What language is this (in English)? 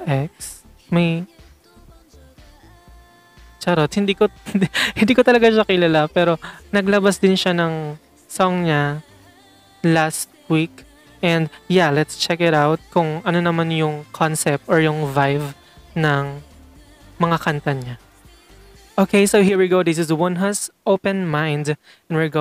Filipino